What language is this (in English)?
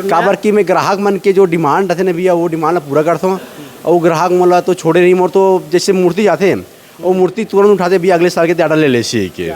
Chhattisgarhi